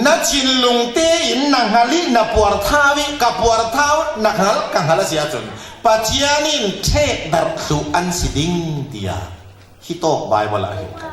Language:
Falam Chin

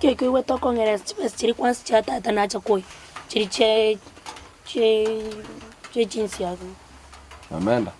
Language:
Gusii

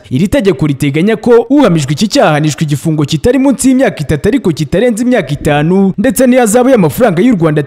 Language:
Kinyarwanda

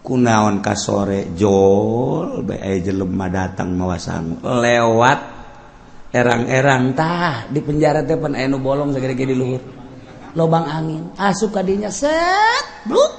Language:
Sundanese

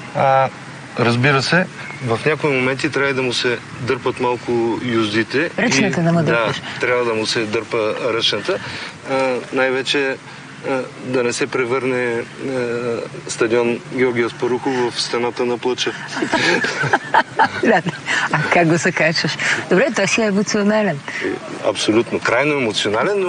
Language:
Bulgarian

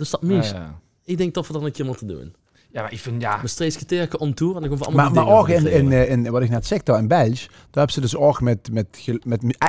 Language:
Limburgish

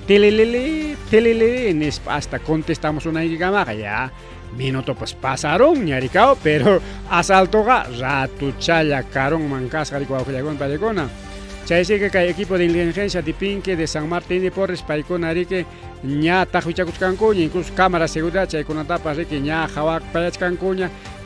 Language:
Ayacucho Quechua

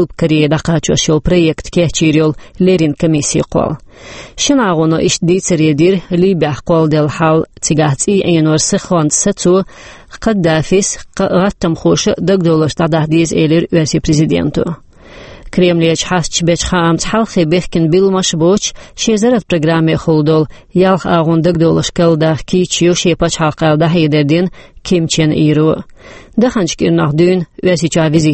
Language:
Chechen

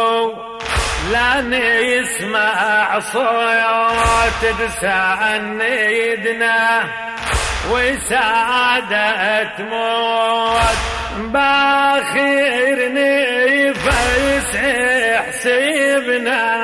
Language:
Arabic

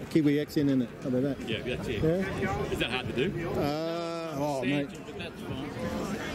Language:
English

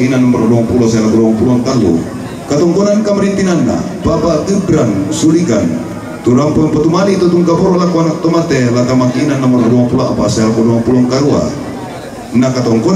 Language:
Toraja-Sa'dan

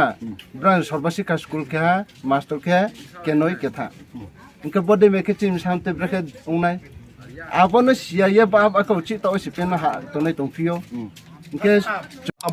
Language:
Kok Borok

